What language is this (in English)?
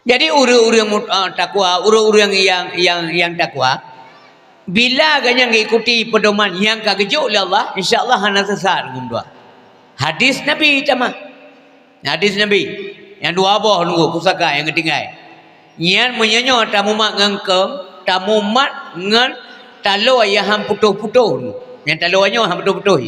Achinese